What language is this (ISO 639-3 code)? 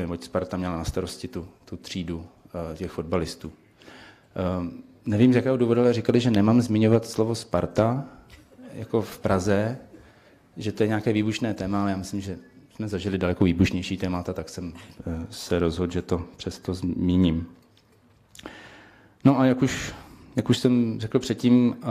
ces